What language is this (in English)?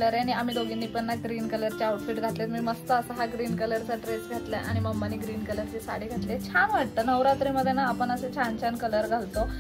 Marathi